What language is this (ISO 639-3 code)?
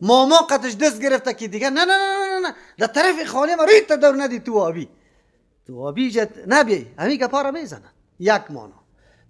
fas